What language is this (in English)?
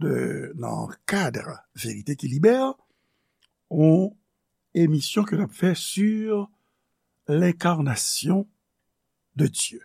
Haitian Creole